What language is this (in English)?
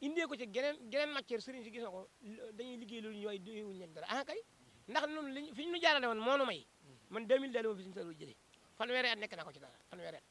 Wolof